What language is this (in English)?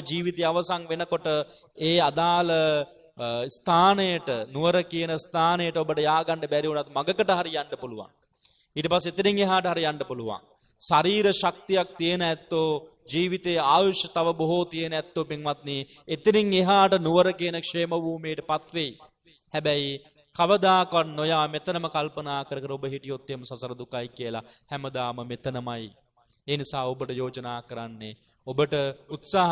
Sinhala